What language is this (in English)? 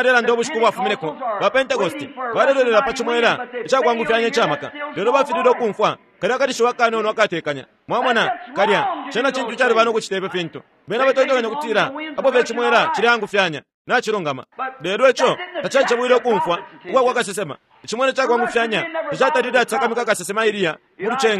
Bemba